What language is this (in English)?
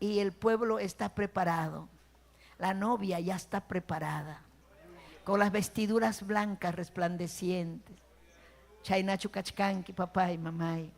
Ayacucho Quechua